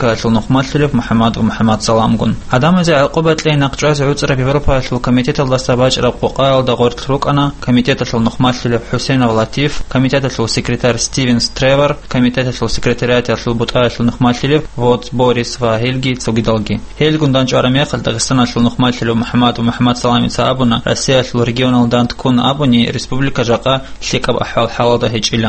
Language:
Avaric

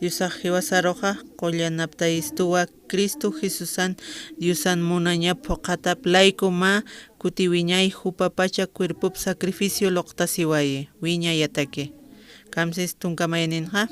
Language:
Aymara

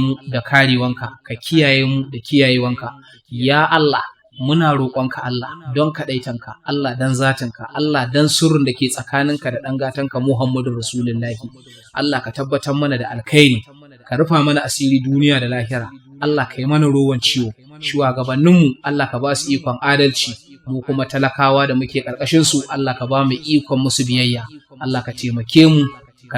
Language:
Hausa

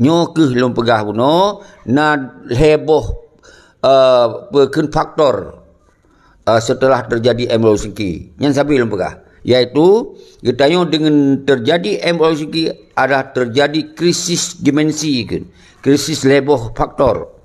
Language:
Achinese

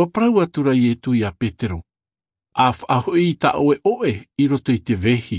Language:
Tahitian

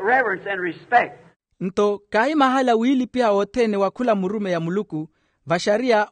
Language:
Makhuwa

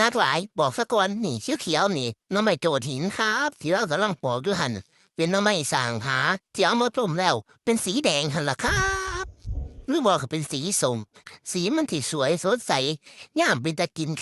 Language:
Northeastern Thai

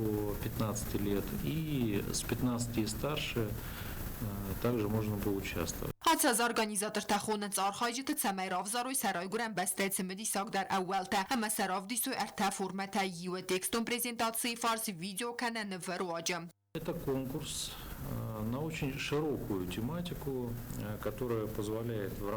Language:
Ossetic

